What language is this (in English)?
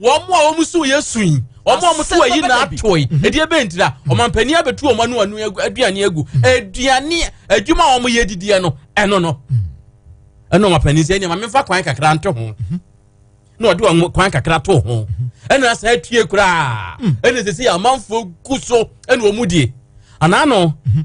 Akan